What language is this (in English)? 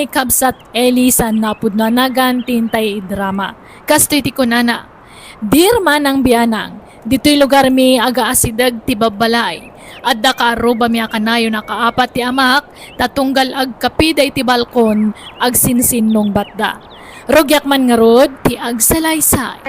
Iloko